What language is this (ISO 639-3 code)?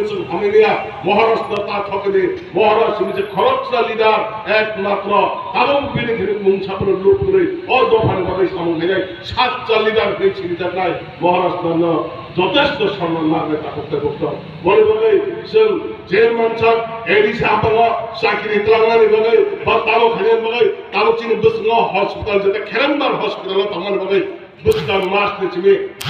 trp